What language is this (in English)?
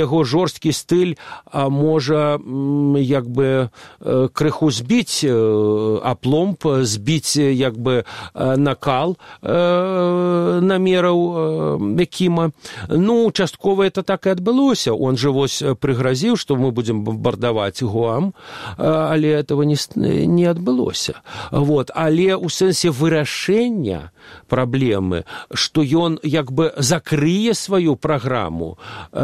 Belarusian